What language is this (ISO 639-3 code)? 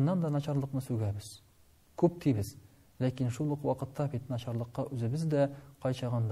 tat